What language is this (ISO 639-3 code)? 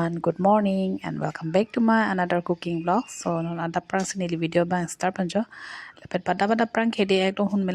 mjw